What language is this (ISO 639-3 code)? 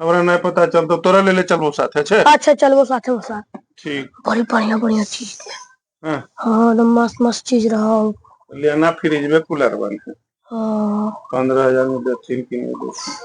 mag